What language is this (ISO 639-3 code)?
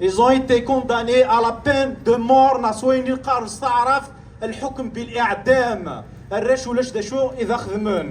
kab